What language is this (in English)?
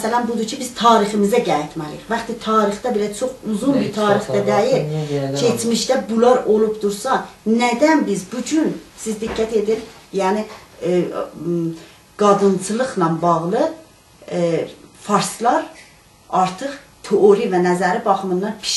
South Azerbaijani